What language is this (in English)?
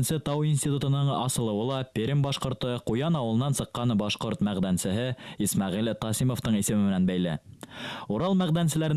Bashkir